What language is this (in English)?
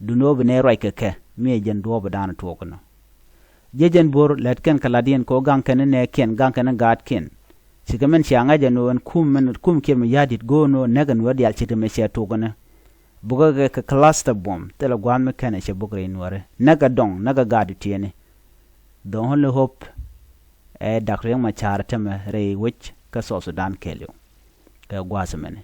Nuer